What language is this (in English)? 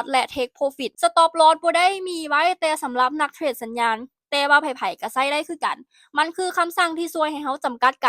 Lao